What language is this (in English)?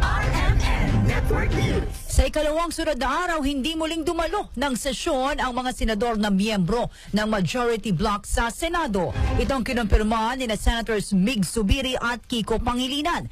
Filipino